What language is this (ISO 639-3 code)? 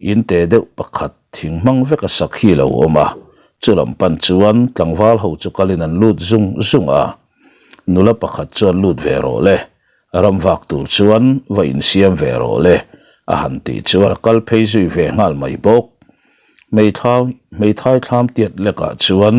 lus